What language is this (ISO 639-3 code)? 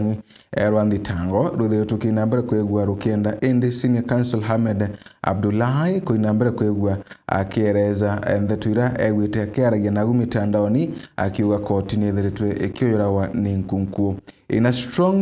mer